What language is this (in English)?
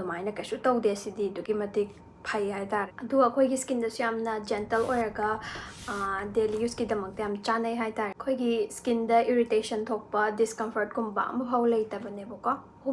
Manipuri